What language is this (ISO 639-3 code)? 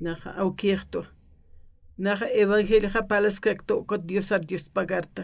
aym